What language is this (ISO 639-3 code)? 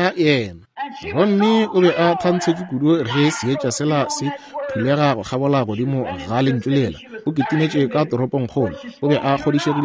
nso